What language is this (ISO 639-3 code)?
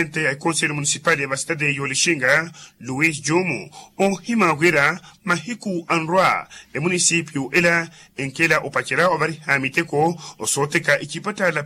vmw